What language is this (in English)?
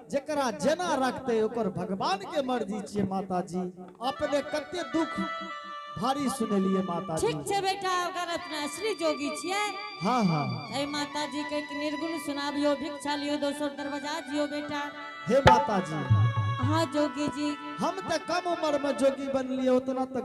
Angika